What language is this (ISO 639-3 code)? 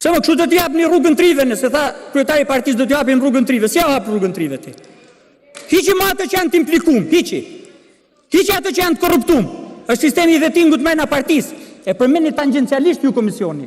sqi